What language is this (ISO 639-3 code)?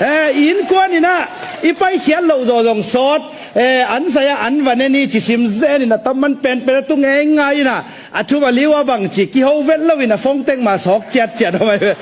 ctd